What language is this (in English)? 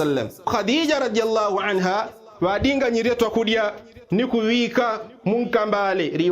Yao